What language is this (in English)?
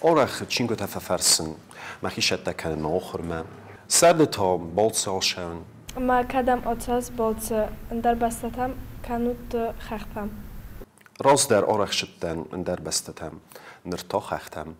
Ossetic